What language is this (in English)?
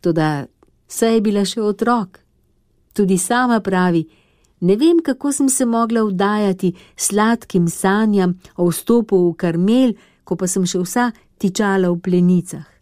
Slovenian